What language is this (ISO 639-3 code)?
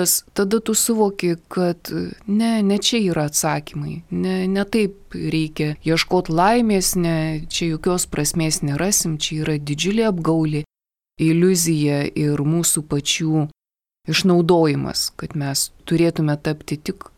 lit